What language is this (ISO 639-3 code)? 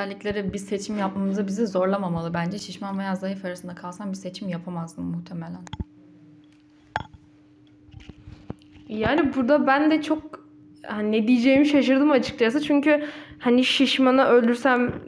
tur